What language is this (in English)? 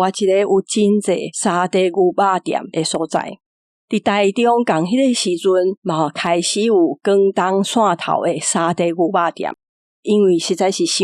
Min Nan Chinese